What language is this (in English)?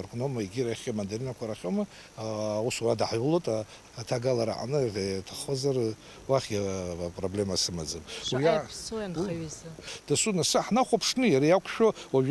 Abkhazian